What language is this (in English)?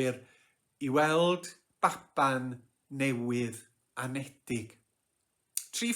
Welsh